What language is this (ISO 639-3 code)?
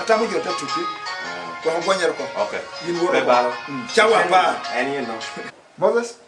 laj